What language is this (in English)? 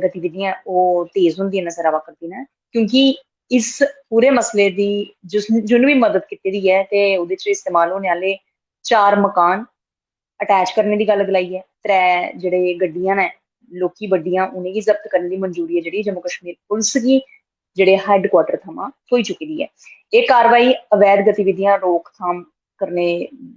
Dogri